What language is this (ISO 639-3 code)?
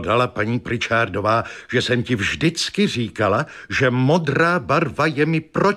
ces